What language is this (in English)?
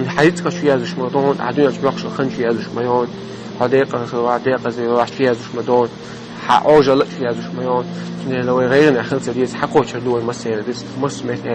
Chechen